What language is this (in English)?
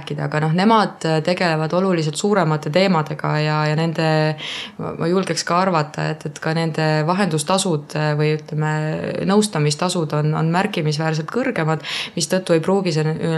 Estonian